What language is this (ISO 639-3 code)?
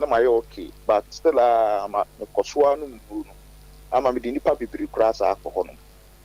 aka